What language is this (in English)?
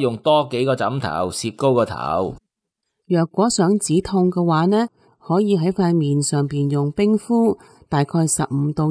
Cantonese